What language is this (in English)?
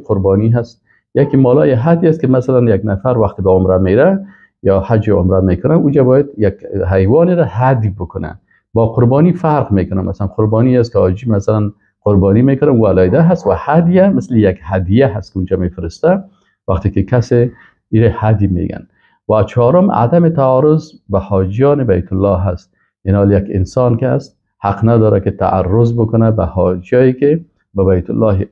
Persian